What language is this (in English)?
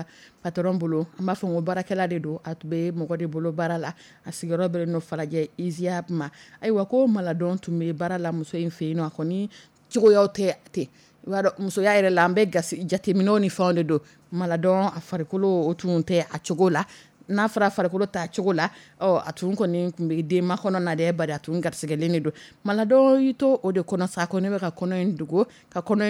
Dyula